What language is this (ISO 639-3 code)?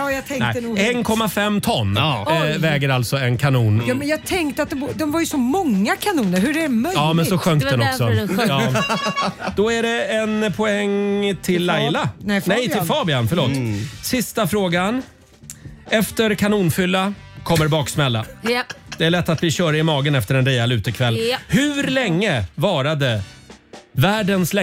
swe